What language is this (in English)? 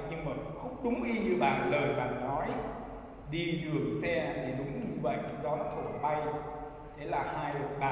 Vietnamese